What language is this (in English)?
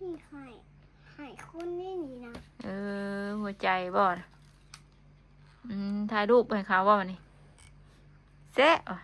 Northeastern Thai